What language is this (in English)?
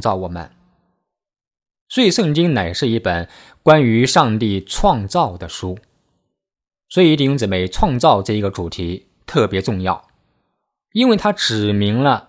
Chinese